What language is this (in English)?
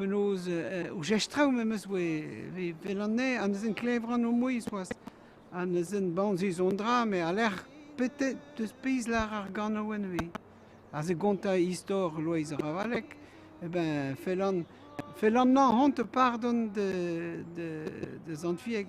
Breton